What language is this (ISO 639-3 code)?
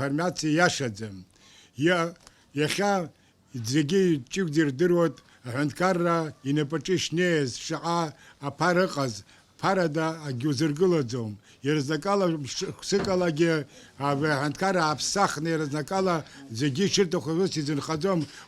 abk